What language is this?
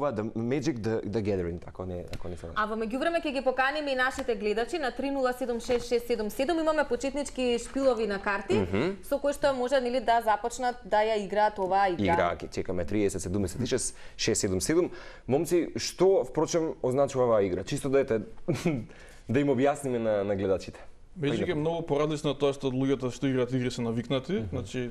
Macedonian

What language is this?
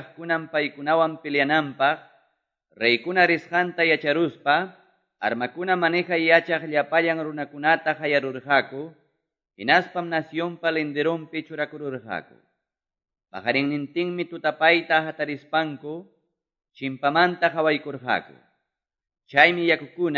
Quechua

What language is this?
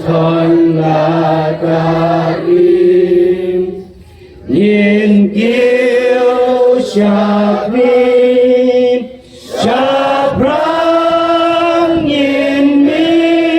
Khasi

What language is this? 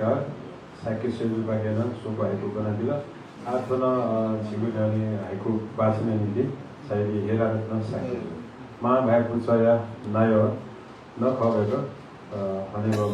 Newari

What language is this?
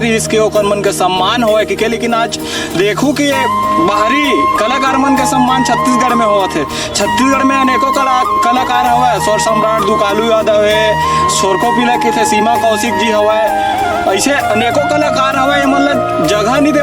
Chhattisgarhi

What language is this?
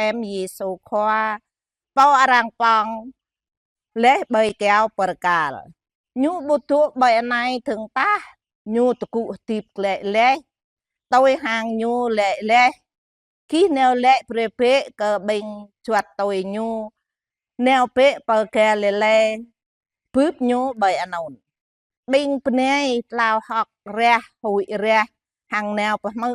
Jarai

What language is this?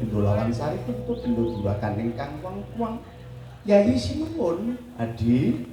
Javanese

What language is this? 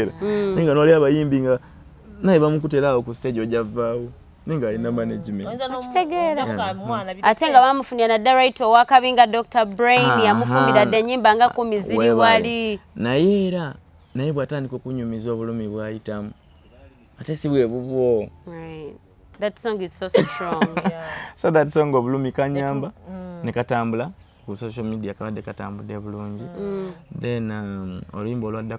Ganda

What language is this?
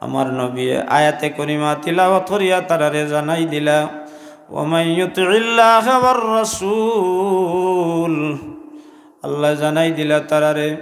Sylheti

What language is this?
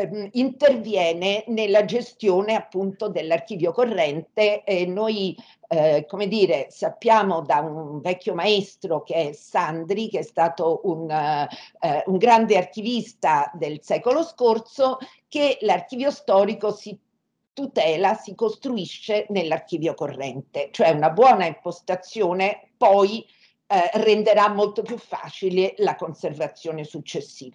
Italian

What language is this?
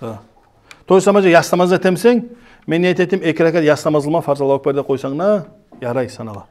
Kumyk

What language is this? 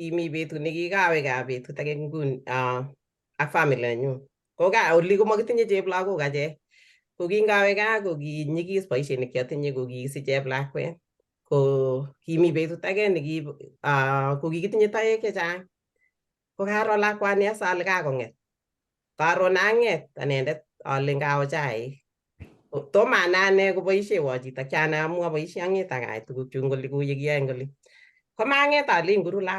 Kalenjin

